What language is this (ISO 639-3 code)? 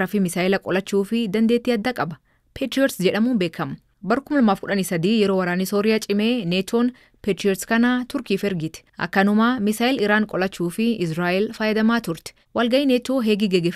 orm